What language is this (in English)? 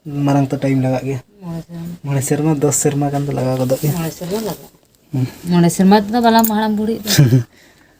Santali